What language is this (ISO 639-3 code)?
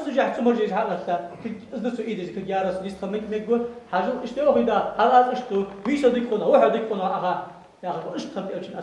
inh